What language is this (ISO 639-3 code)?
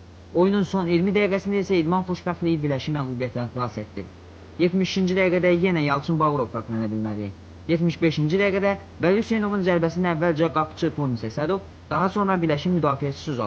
aze